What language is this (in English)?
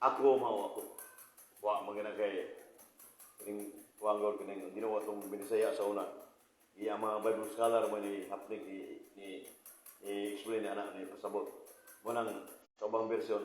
Cebuano